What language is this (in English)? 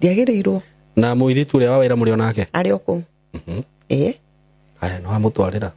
Kikuyu